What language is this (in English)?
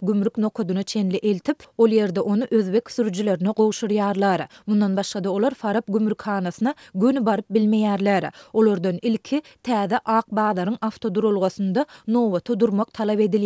Turkmen